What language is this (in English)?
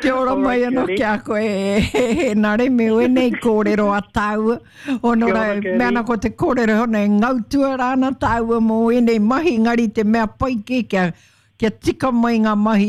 Māori